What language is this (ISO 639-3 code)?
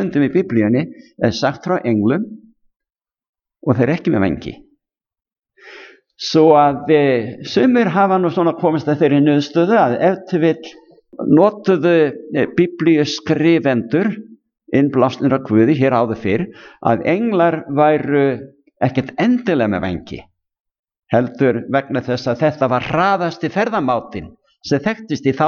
isl